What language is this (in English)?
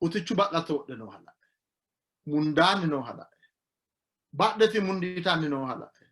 Sidamo